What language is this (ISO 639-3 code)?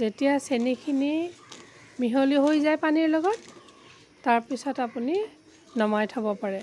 asm